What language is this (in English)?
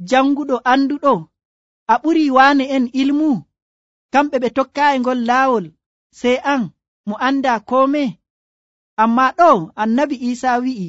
Nigerian Fulfulde